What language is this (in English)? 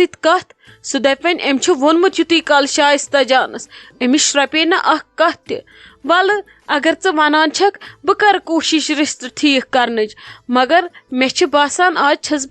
Kashmiri